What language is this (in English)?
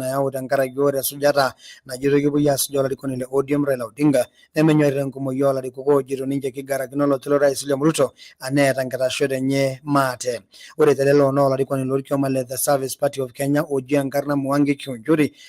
Masai